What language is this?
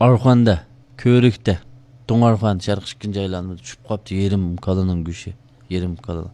Uyghur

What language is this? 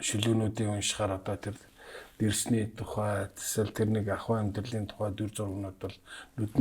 Mongolian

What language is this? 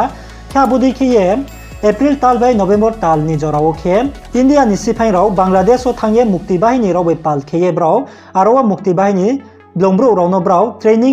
Riang (India)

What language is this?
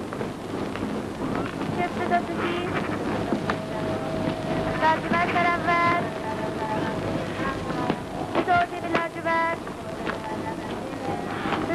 Persian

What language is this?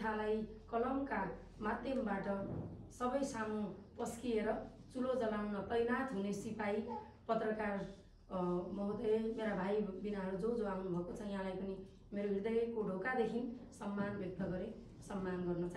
Nepali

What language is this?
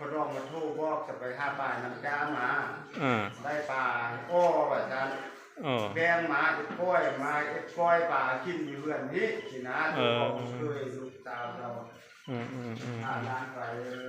Lao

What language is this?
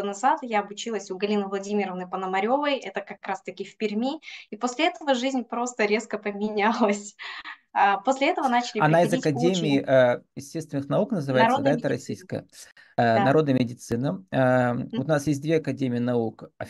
Russian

